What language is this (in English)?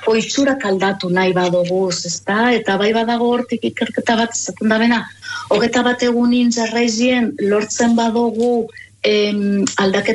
Basque